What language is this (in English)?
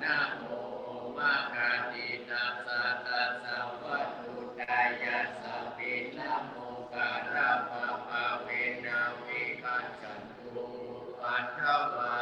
Pali